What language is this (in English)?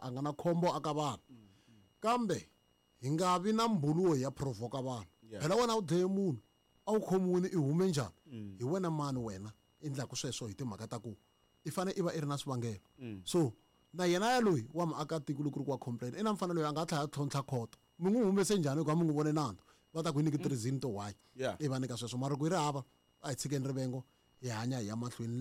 Tsonga